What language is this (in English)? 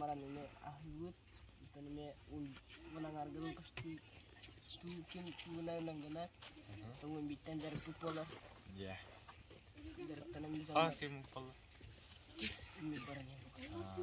Yakut